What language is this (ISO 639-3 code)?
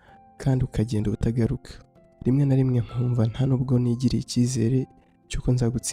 kin